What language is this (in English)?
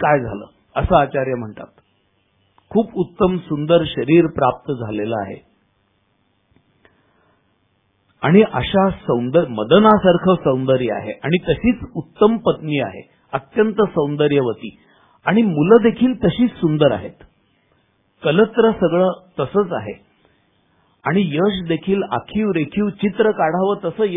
Marathi